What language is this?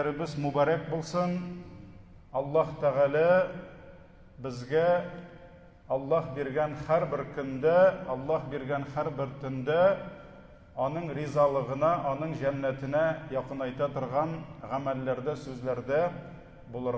Tatar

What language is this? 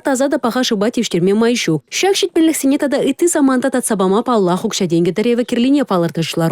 Chuvash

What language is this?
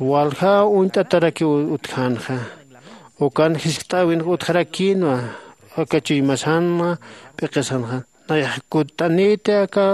Aymara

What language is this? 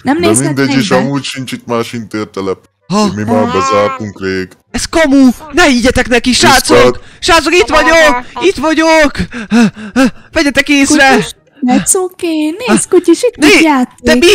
Hungarian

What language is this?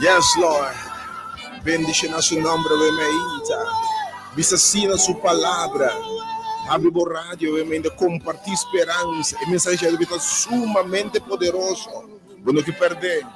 Papiamento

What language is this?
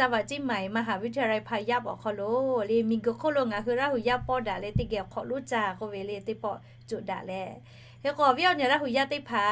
Lahu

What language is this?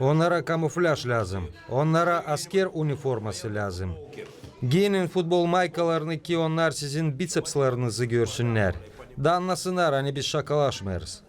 Gagauz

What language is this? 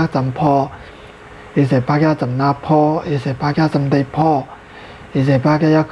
Shan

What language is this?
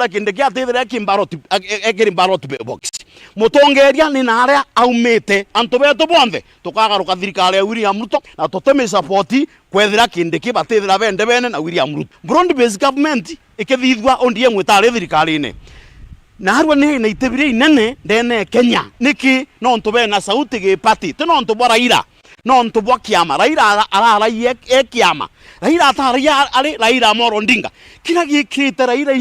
Meru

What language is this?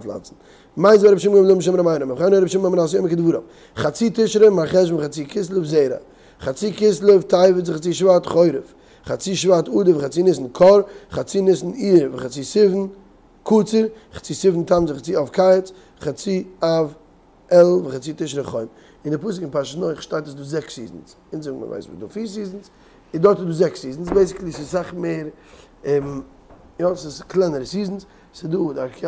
Yiddish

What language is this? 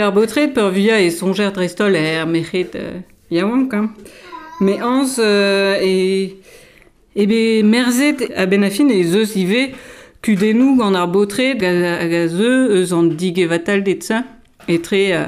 Breton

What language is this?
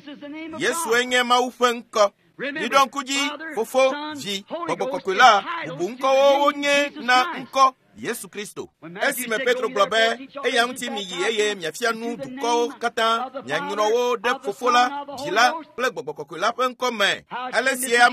Ewe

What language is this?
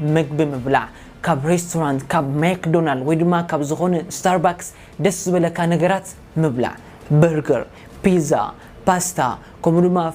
Tigrinya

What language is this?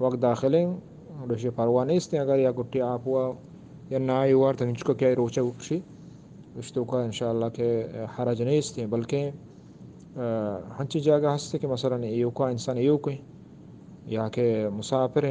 Eastern Balochi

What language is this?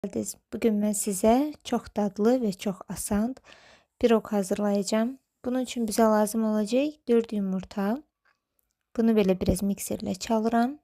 Azerbaijani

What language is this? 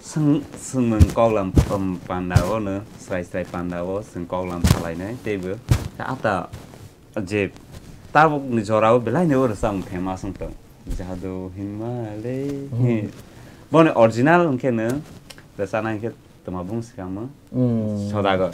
Kok Borok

